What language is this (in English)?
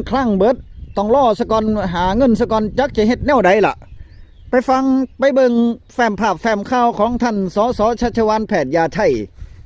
Northeastern Thai